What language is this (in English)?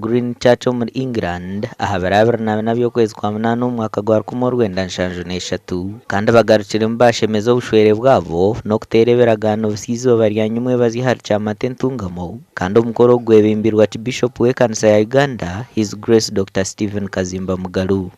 Nyankole